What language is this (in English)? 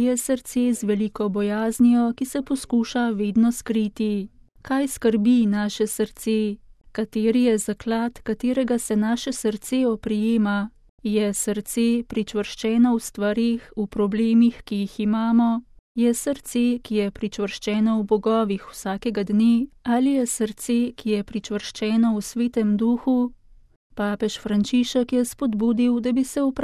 Slovenian